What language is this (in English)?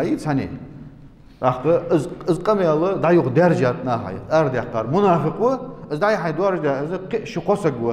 Ingush